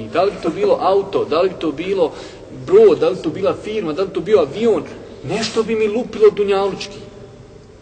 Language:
Bosnian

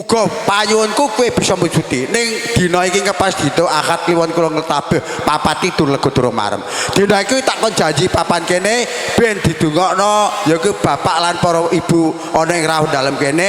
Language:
Javanese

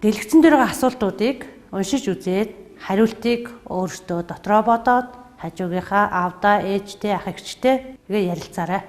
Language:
Mongolian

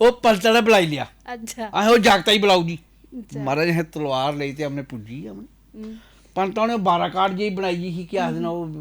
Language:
Dogri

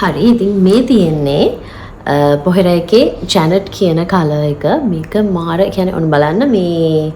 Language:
Sinhala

